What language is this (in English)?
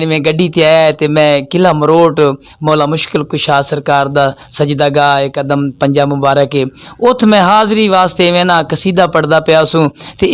Saraiki